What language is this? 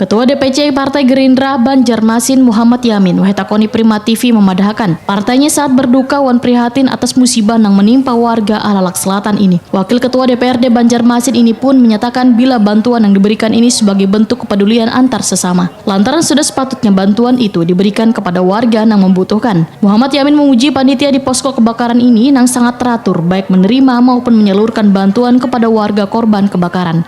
Banjar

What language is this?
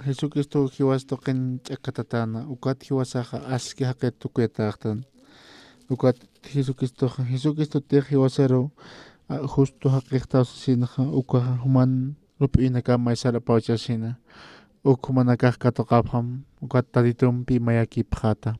Aymara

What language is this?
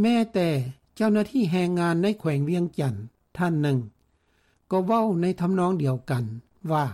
Lao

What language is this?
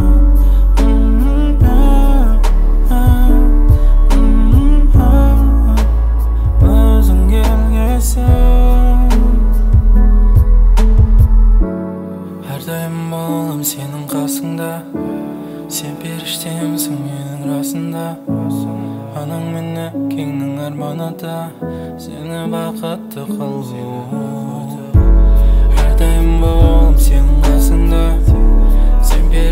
Kazakh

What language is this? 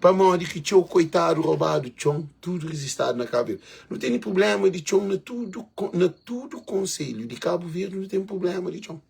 Kabuverdianu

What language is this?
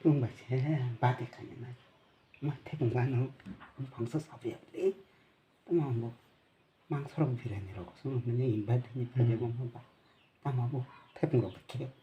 Kok Borok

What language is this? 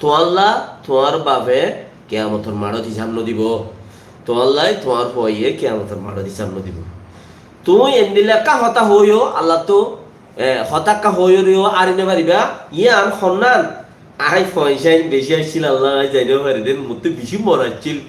Rohingya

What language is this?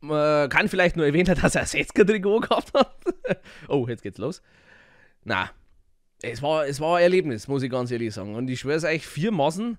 Bavarian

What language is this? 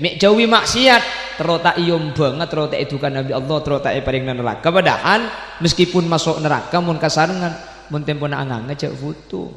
Madurese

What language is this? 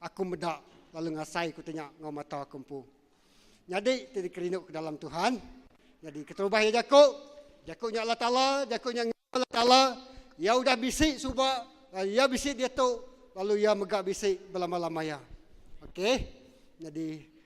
Iban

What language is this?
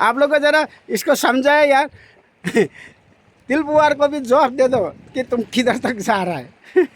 Nepali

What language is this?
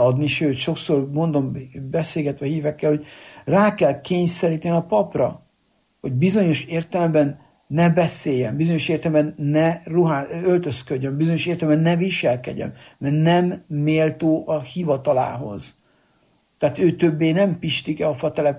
Hungarian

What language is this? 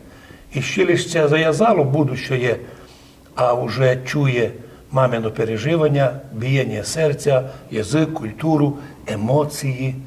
Rusyn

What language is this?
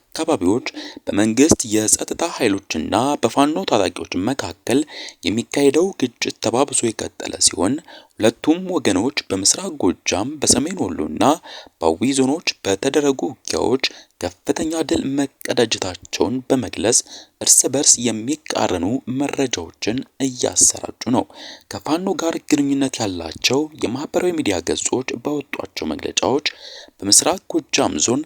Amharic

